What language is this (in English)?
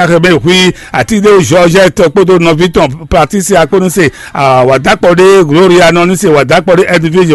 Fon